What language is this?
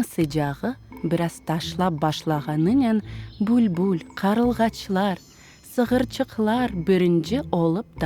Crimean Tatar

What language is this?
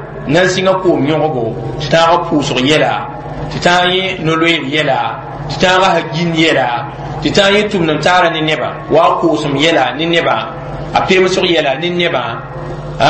Mossi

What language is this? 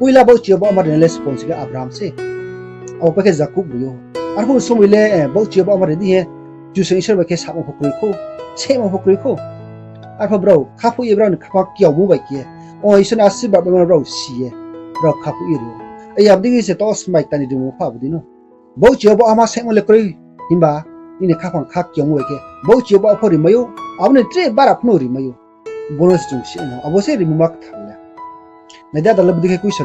Riang (India)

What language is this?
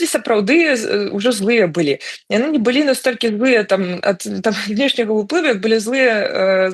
Belarusian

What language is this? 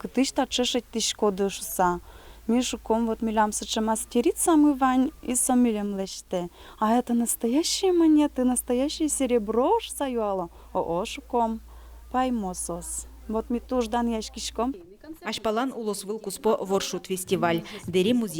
Udmurt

